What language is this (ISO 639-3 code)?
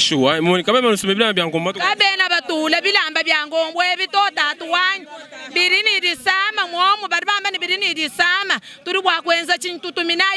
lua